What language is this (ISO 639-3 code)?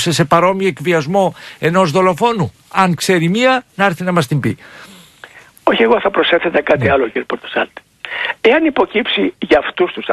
ell